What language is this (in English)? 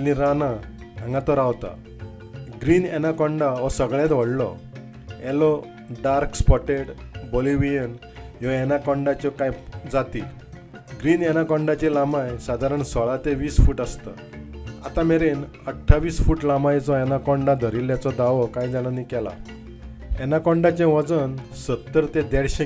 Konkani